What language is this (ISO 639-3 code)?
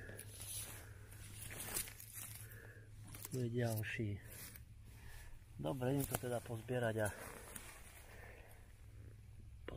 slk